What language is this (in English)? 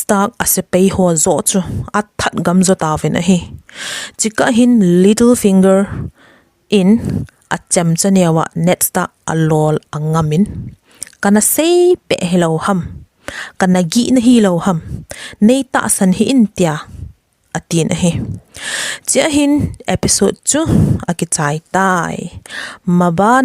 Thado Chin